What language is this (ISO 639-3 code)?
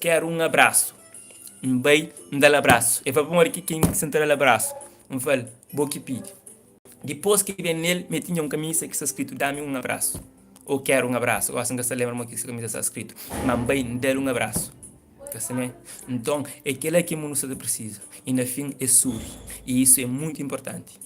kea